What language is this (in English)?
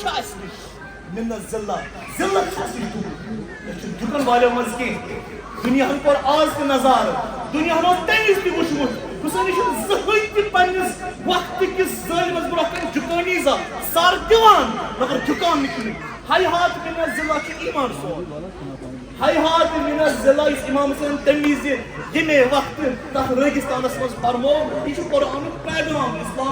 Kashmiri